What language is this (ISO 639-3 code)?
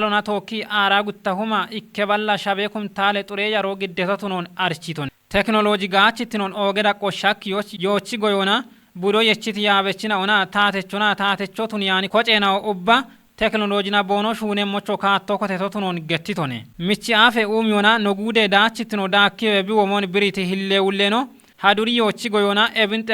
kbr